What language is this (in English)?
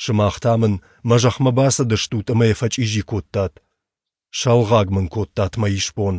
Ossetic